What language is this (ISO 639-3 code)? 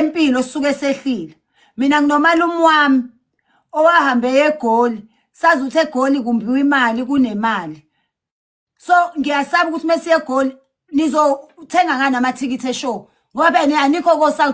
zul